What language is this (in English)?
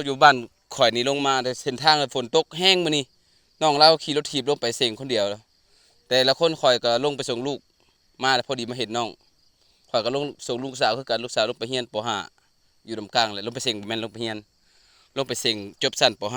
Lao